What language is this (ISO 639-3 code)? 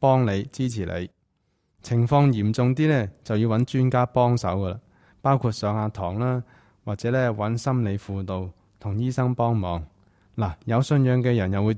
yue